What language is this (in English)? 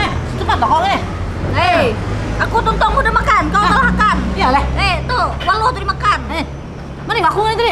Banjar